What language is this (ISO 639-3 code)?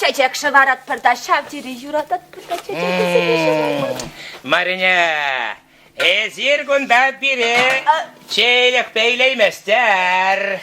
chv